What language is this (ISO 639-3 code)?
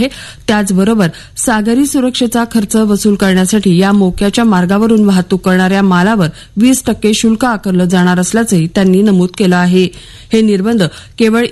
mar